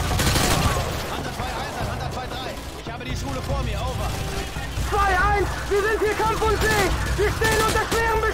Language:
German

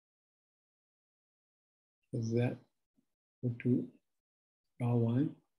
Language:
Burmese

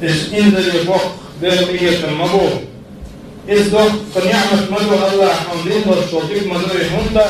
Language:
Chechen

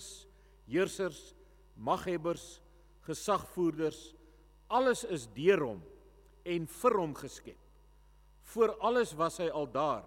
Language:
Afrikaans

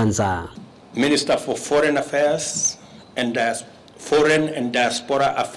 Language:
Kamba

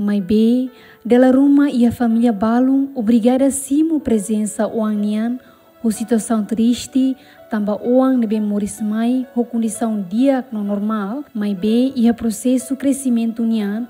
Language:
Tetum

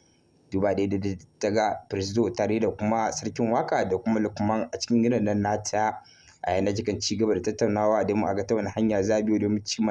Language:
Hausa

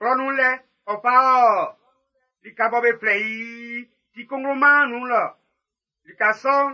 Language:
Baoulé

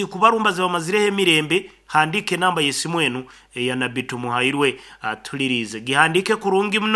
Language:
Nyankole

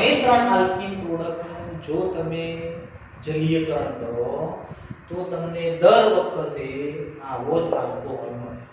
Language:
Gujarati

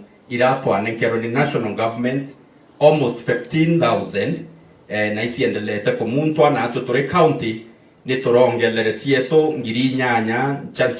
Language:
Meru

